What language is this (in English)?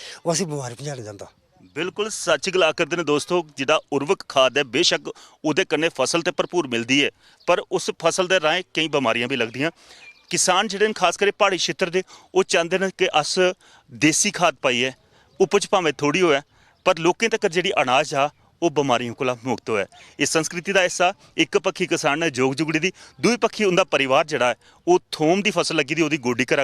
Dogri